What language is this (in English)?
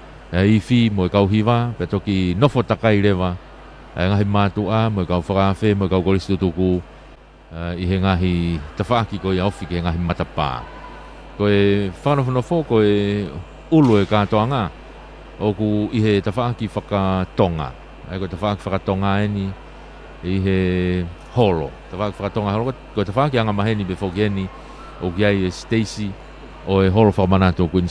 Tongan